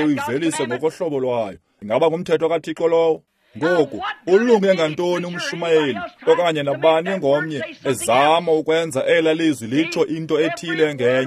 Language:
Xhosa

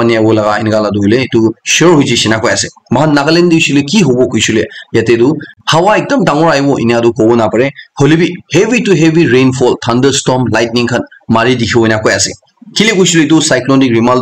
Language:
Naga Pidgin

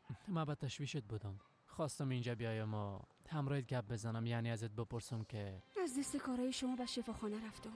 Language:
Persian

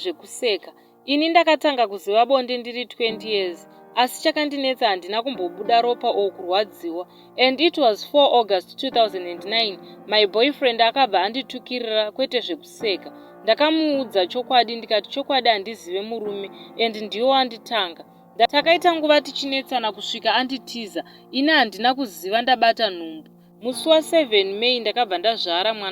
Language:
Shona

